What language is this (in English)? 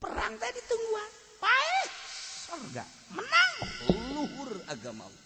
Sundanese